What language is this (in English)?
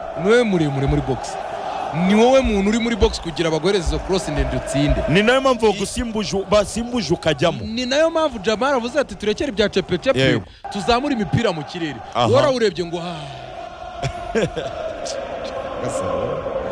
Kinyarwanda